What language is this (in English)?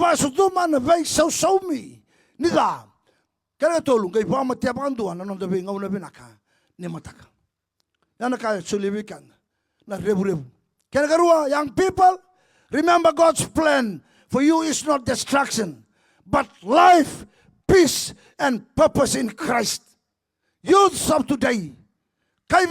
Fijian